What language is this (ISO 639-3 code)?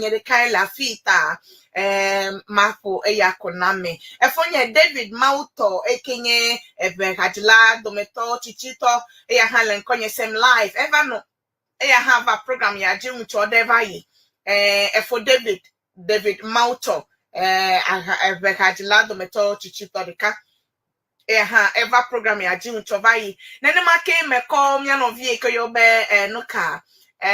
ewe